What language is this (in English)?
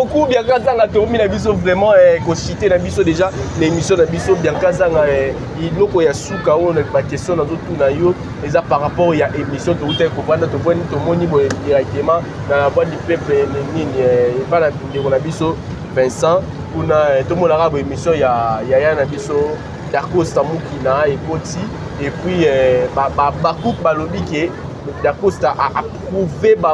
Lingala